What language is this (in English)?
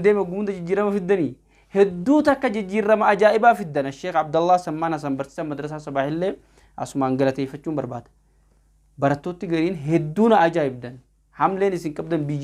Oromo